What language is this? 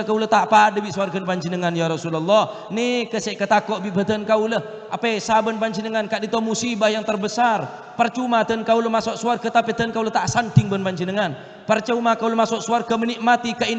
Madurese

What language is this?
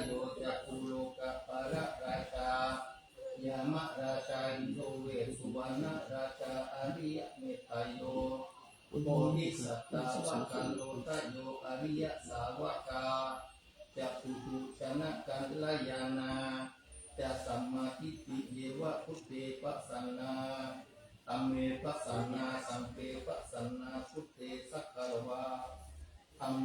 Pali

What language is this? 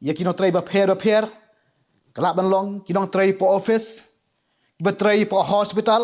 Khasi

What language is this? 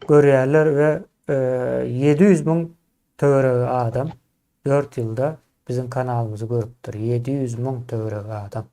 Turkmen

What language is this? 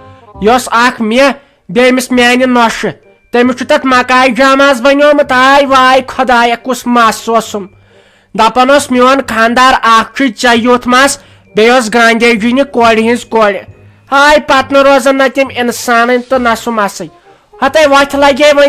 Kashmiri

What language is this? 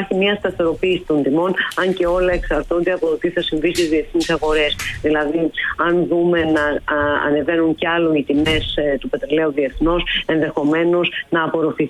Greek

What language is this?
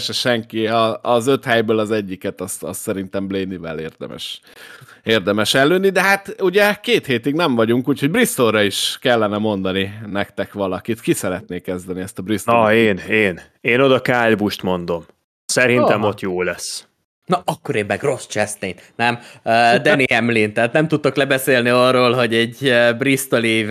Hungarian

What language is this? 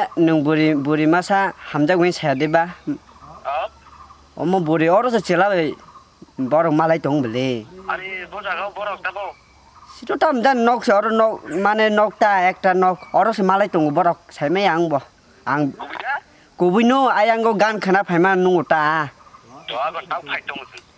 Kok Borok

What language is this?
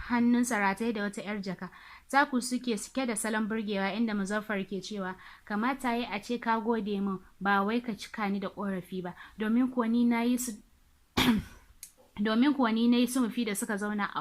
Hausa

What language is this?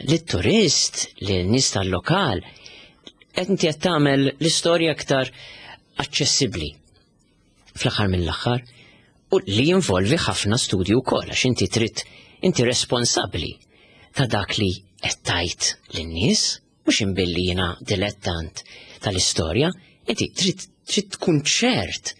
Maltese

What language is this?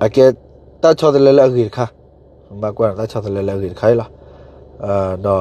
S'gaw Karen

